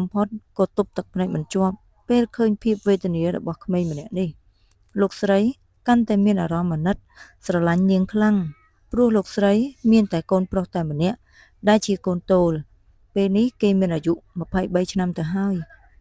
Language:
Khmer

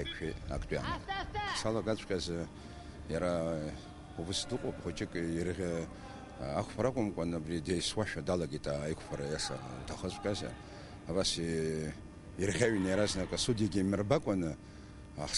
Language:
Abkhazian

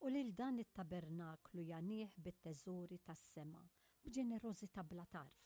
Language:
Maltese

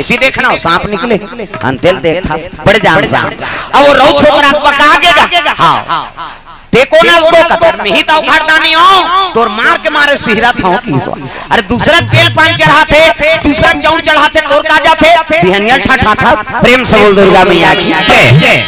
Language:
Chhattisgarhi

